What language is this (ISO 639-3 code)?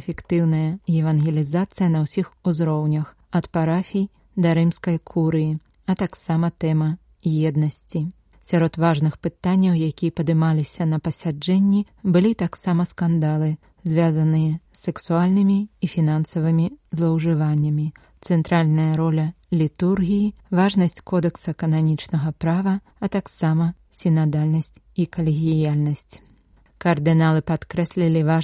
bel